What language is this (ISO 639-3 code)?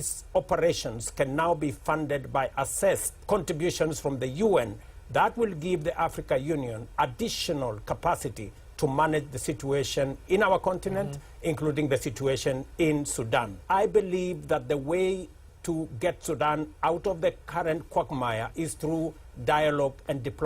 luo